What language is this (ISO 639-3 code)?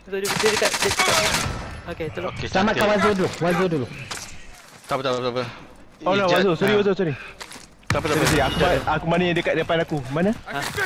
msa